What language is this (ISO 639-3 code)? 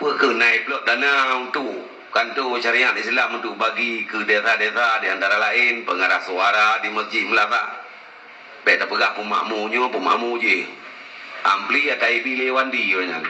ace